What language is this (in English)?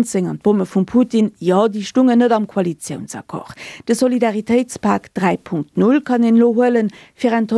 Luxembourgish